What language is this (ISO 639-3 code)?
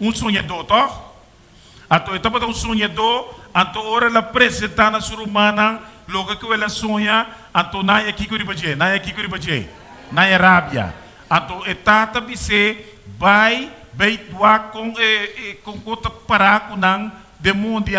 pap